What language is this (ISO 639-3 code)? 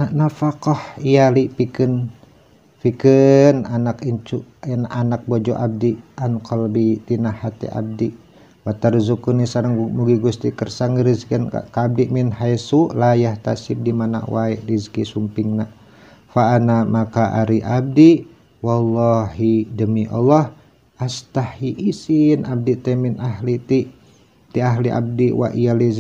sun